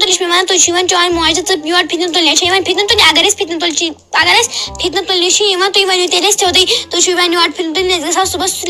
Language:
Kashmiri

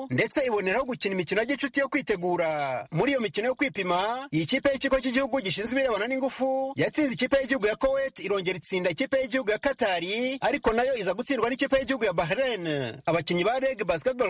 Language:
Kinyarwanda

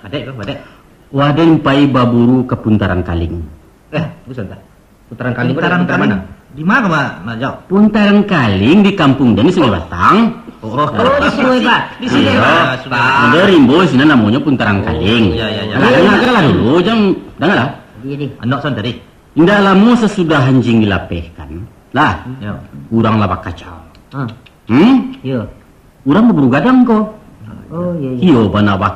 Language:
Minangkabau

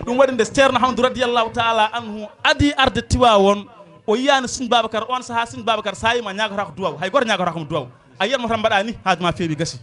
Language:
Fula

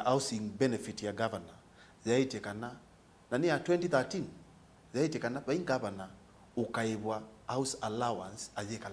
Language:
Kamba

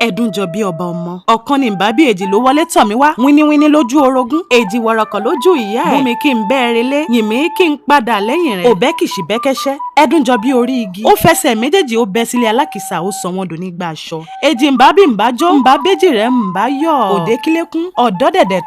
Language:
Yoruba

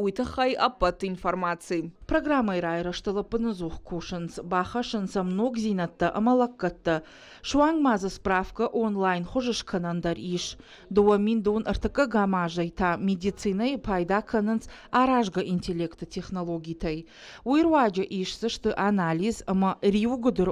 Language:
Ossetic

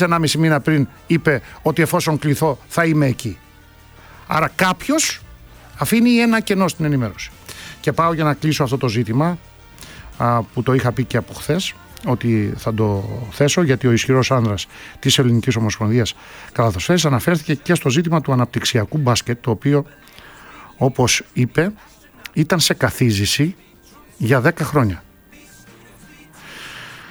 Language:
Greek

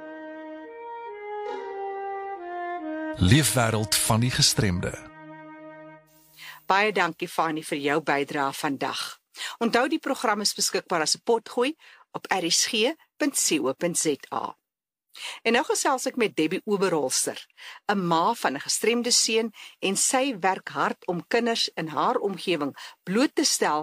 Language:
Afrikaans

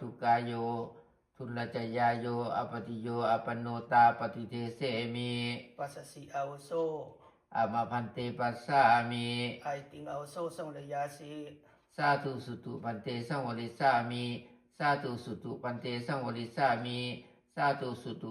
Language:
Pali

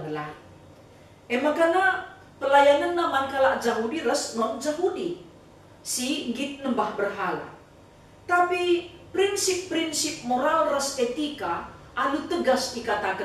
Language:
Batak Karo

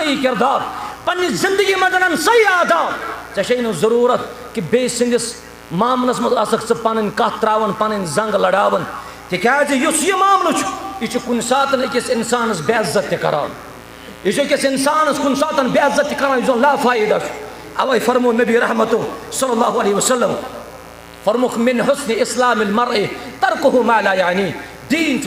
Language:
Kashmiri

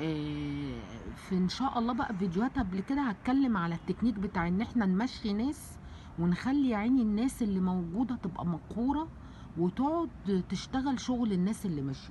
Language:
Egyptian Arabic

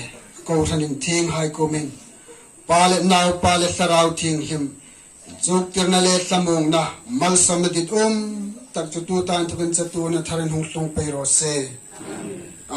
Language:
Hmar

